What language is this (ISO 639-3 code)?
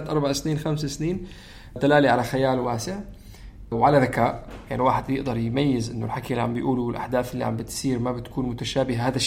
apc